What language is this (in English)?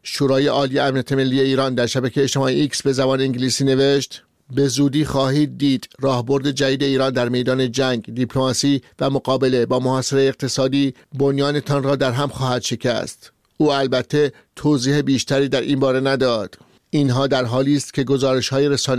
Persian